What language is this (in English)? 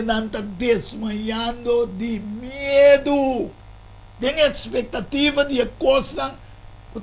Papiamento